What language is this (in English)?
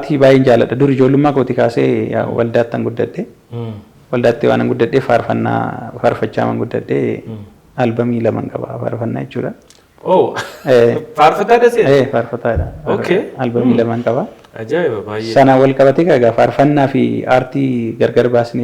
Oromo